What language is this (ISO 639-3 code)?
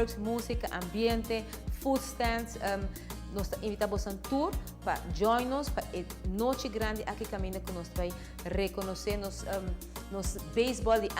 pap